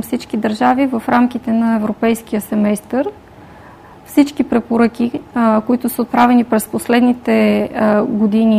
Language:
Bulgarian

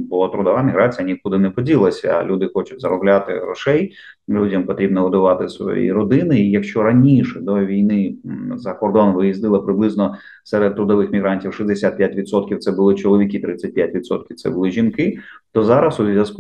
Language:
Ukrainian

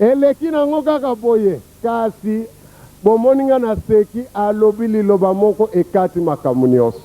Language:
Lingala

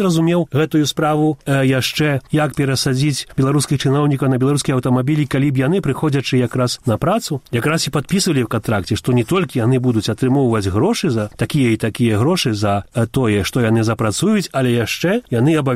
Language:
Belarusian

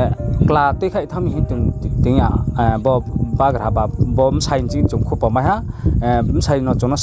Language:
Riang (India)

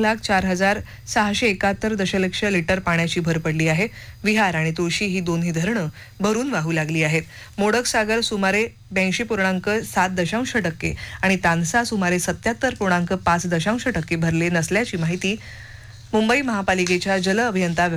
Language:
Marathi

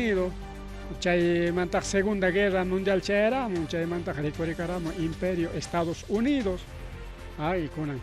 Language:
Ayacucho Quechua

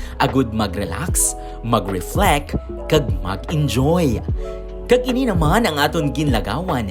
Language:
Hiligaynon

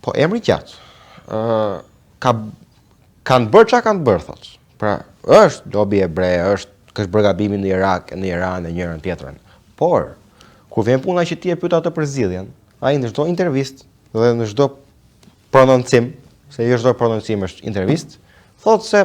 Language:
Albanian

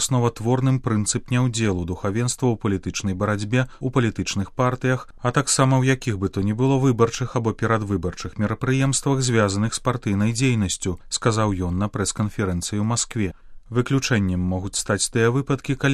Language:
Belarusian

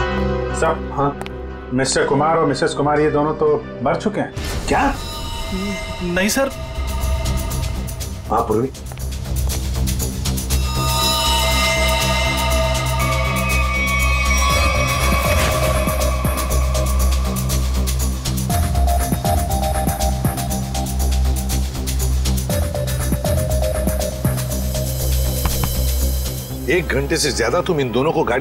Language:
Hindi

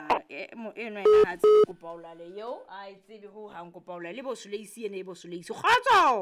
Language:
Southern Sotho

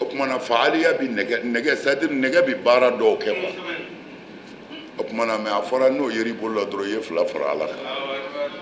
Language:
Bambara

